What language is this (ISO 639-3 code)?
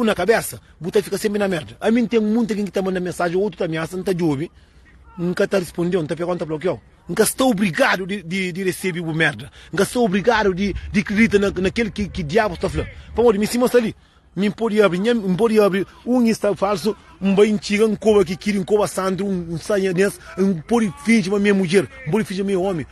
kea